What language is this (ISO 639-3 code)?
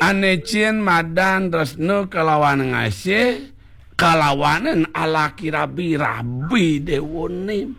ban